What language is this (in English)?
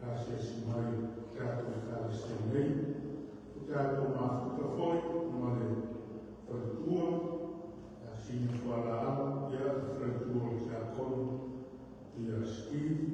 Samoan